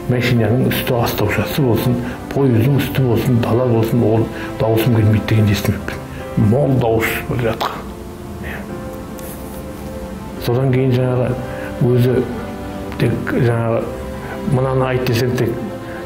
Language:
Kazakh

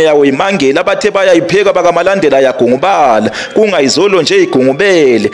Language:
Zulu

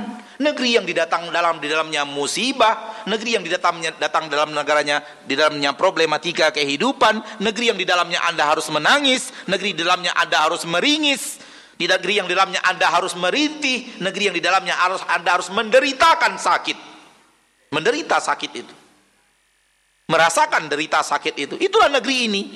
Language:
Indonesian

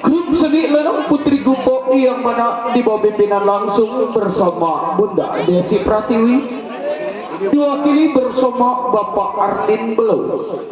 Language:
Betawi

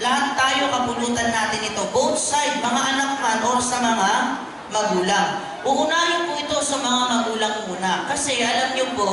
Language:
Maranao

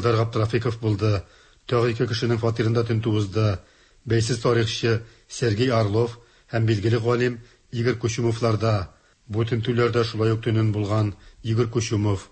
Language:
Tatar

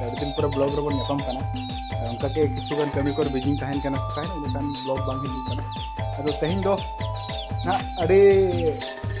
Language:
Santali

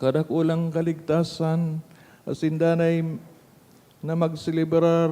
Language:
Bikol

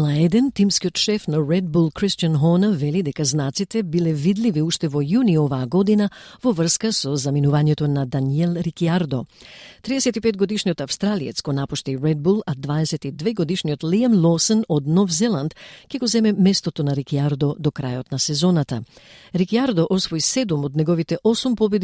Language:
Macedonian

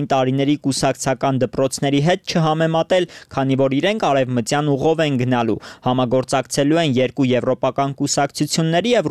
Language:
Armenian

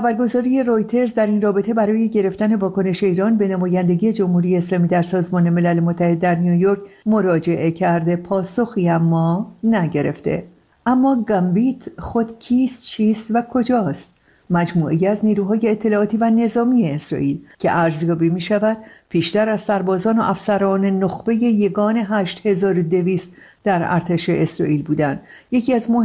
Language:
Persian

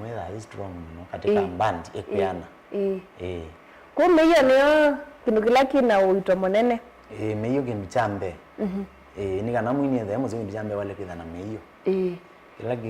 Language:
Kamba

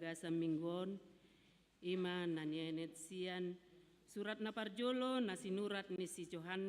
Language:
Batak Toba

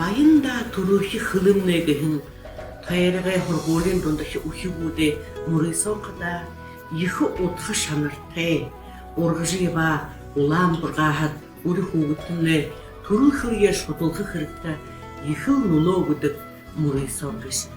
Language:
Buriat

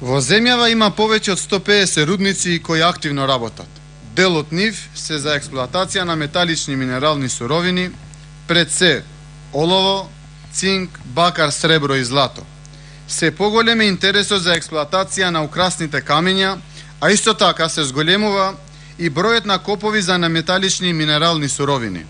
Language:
Macedonian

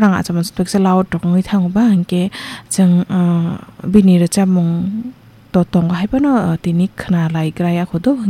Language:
Kok Borok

